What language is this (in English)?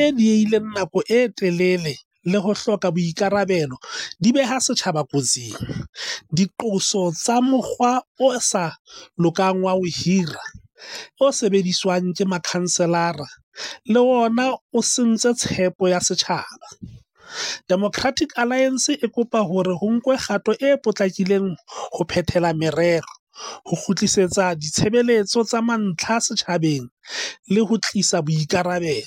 Southern Sotho